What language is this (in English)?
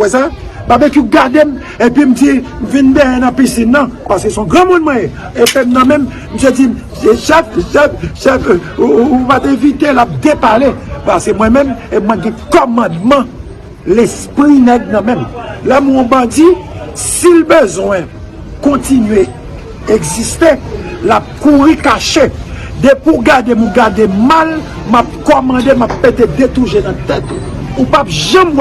Haitian Creole